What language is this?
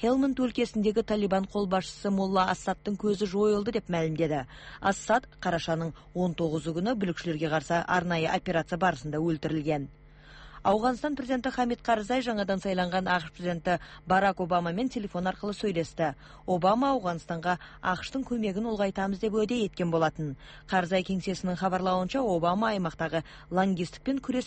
Kazakh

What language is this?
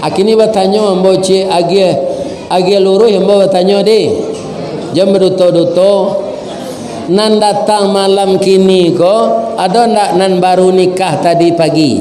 Minangkabau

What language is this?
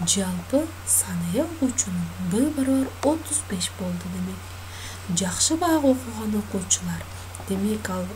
Kyrgyz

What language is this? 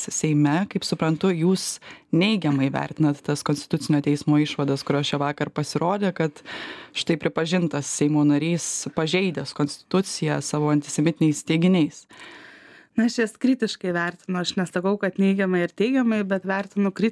Lithuanian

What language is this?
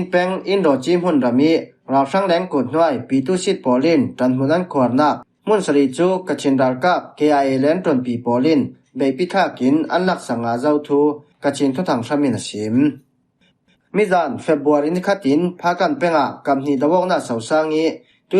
Falam Chin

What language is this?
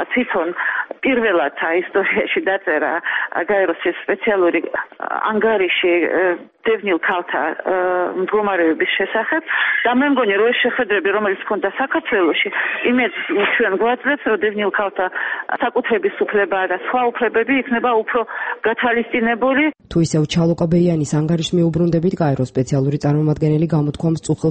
Georgian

